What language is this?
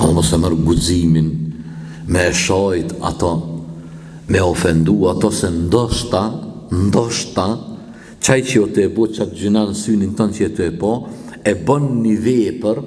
Albanian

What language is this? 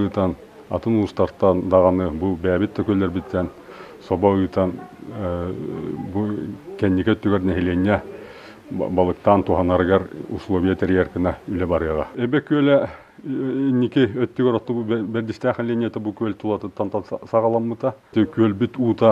Yakut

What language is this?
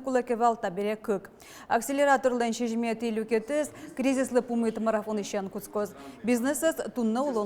Udmurt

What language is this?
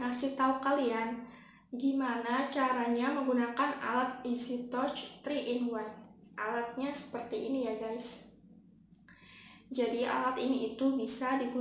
Indonesian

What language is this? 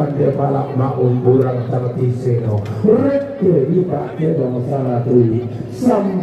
Toraja-Sa'dan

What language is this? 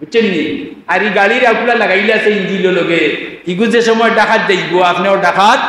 Sylheti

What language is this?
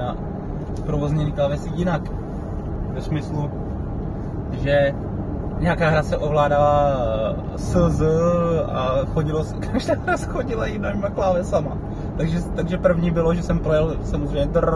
Czech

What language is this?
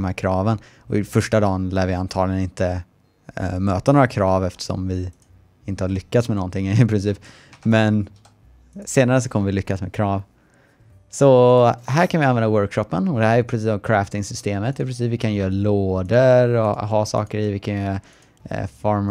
Swedish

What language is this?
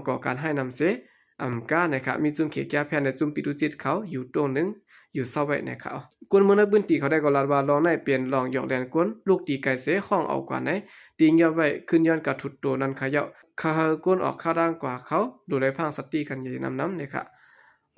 Shan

